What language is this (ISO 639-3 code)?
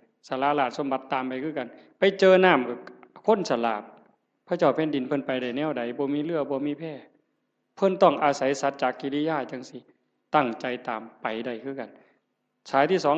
tts